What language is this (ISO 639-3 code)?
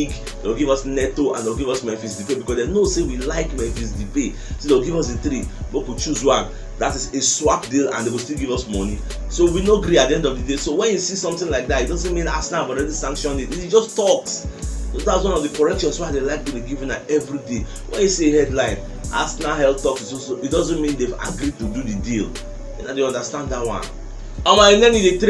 pcm